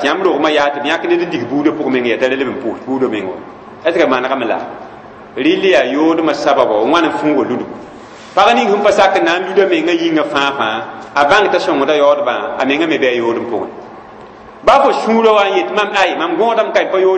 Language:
Mossi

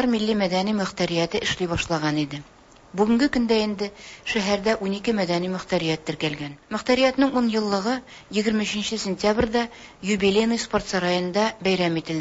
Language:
Tatar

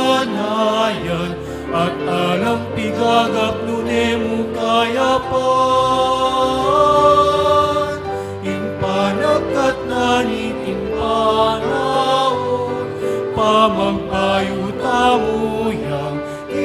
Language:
Pampanga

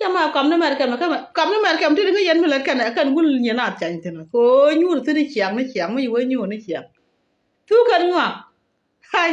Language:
Nuer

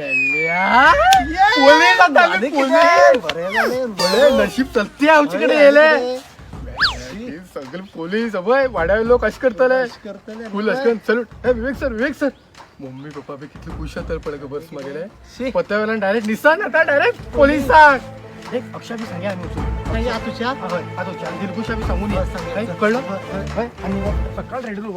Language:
Konkani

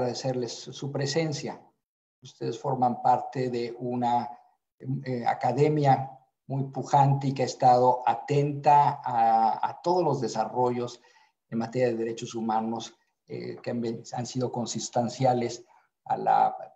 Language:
Spanish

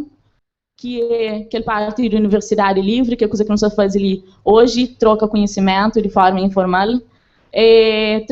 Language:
Kabuverdianu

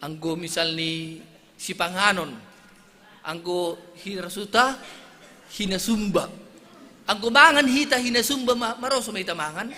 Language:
Batak Simalungun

